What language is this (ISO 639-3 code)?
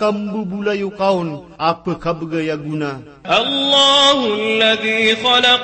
mrw